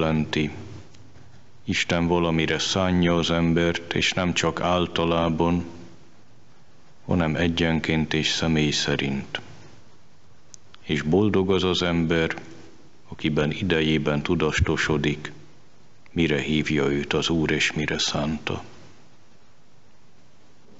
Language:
Hungarian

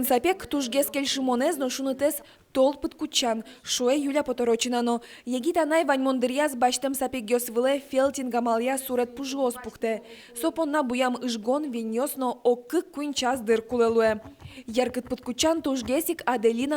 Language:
Udmurt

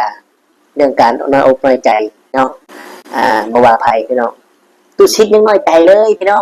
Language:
Northeastern Thai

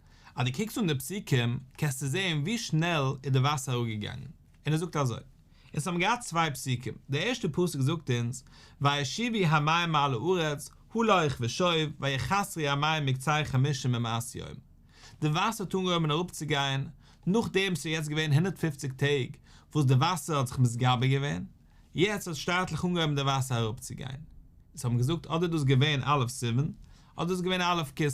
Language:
Yiddish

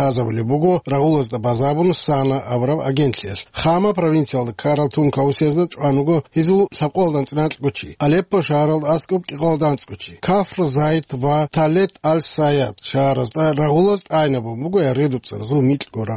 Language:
Avaric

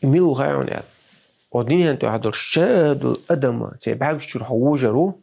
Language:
Chechen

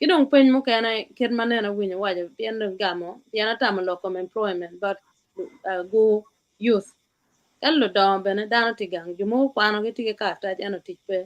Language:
Acoli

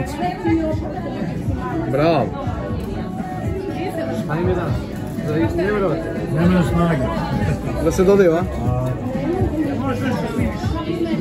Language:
Serbian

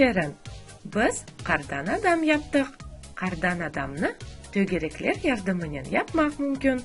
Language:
Crimean Tatar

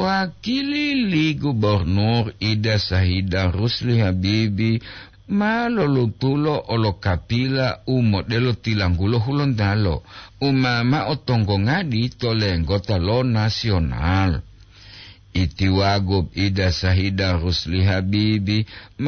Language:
Gorontalo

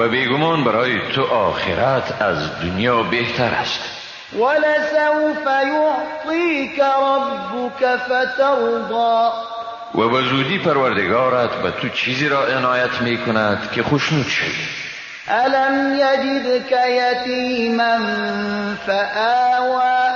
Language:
Persian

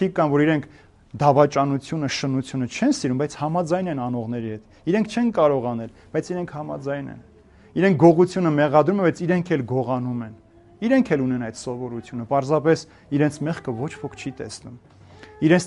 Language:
Armenian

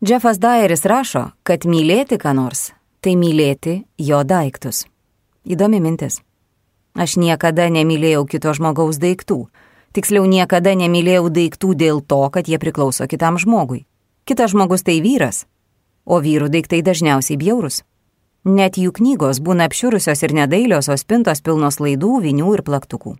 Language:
Lithuanian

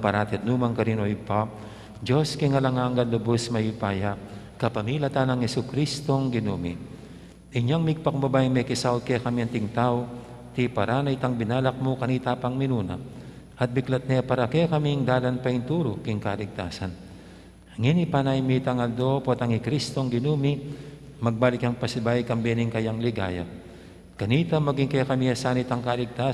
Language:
Pampanga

